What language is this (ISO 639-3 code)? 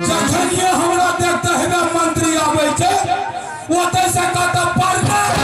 mai